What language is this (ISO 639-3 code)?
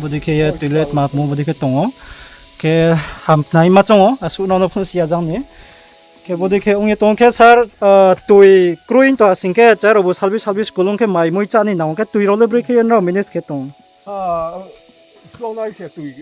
ria